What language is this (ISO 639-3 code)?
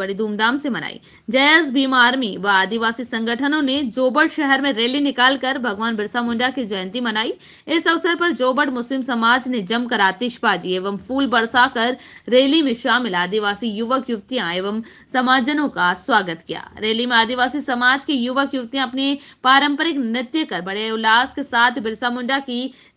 hin